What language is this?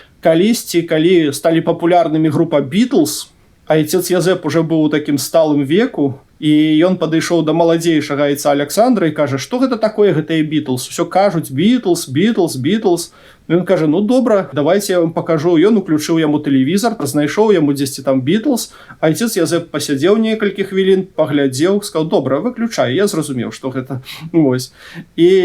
Belarusian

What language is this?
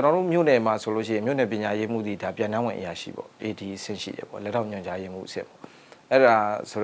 Burmese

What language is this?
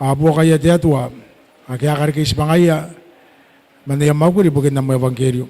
Gilbertese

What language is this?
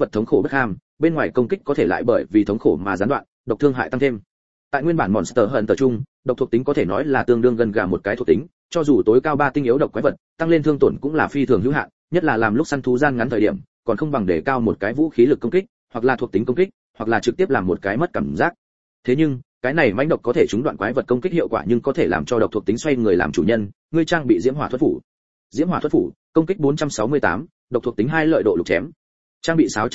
Vietnamese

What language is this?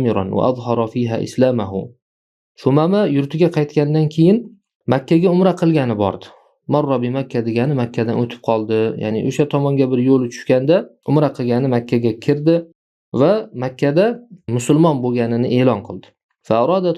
Uzbek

